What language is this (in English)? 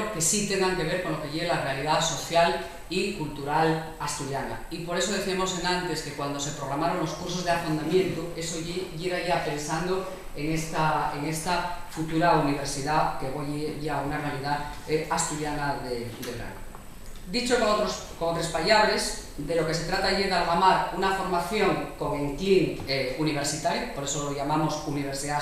Asturian